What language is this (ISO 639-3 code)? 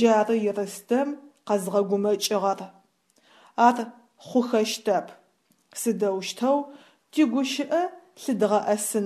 ady